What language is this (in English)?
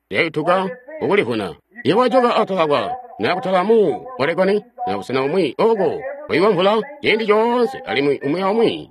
Tonga (Zambia)